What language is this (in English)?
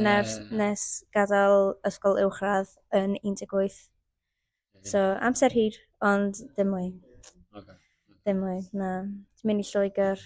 Welsh